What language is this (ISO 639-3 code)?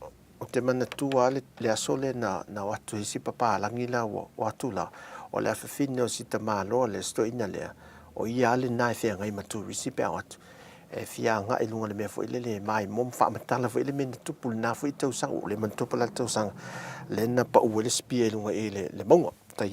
smo